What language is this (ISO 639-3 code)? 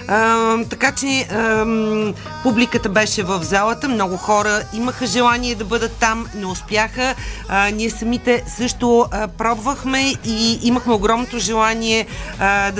bul